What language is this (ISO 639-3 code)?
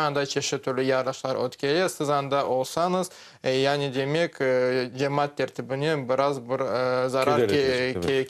crh